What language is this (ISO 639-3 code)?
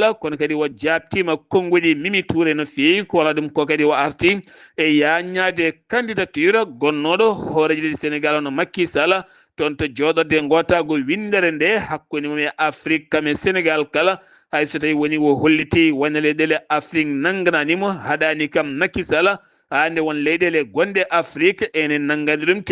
ful